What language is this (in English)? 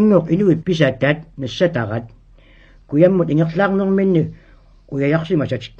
Kalaallisut